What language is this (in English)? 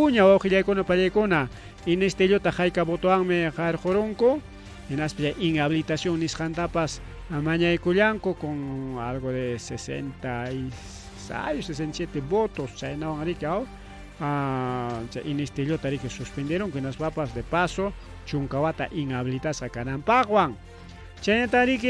Ayacucho Quechua